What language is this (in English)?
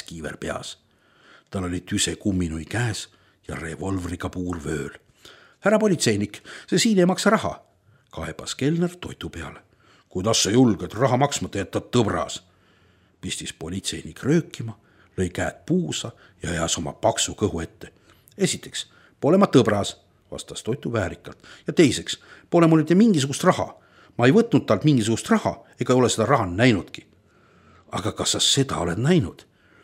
Estonian